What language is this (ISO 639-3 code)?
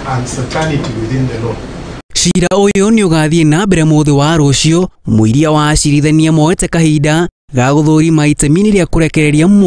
kik